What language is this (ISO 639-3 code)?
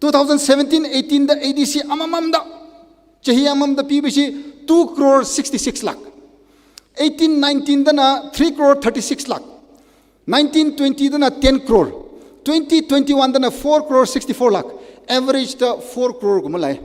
nmf